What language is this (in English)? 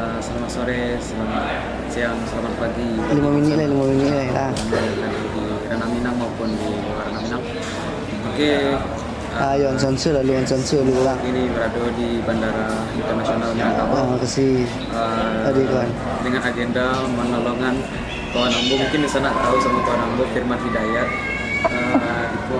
Minangkabau